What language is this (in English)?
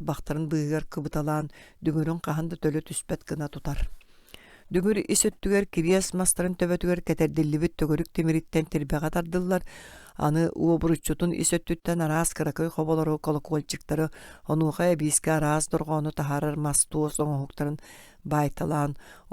Yakut